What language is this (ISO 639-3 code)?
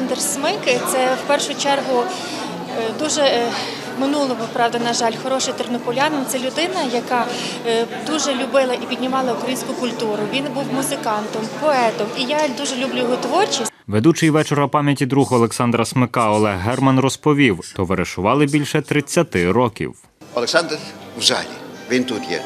ukr